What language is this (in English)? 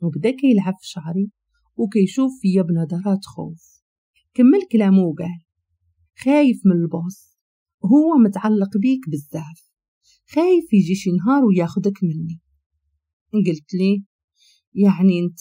Moroccan Arabic